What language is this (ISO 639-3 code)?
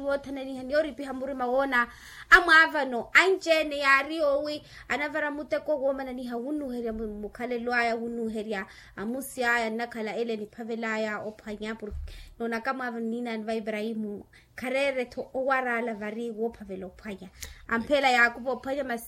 vmw